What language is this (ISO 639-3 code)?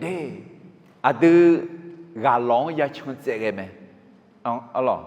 ahk